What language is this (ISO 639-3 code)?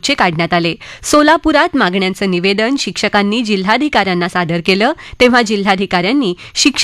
mar